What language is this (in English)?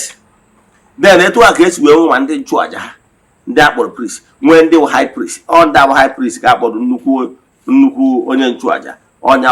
Igbo